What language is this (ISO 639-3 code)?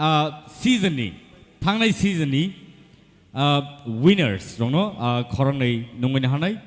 trp